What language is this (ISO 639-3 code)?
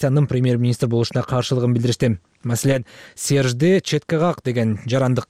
kir